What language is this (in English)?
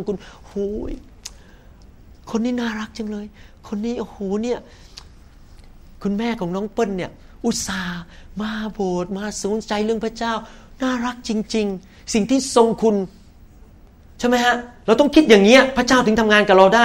Thai